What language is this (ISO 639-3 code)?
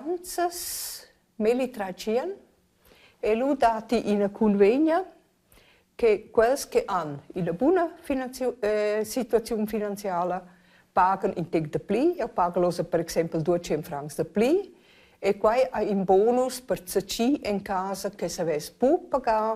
roh